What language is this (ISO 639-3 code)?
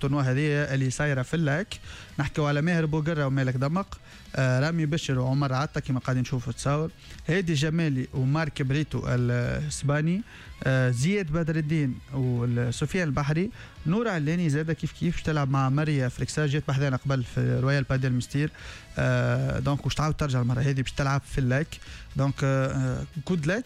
aeb